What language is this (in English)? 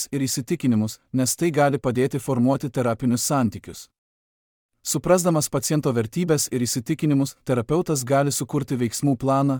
Lithuanian